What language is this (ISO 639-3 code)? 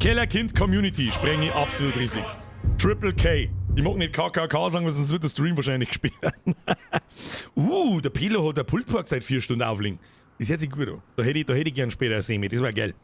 bar